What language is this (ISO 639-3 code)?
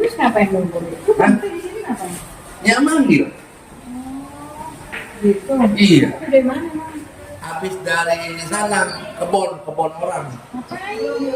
bew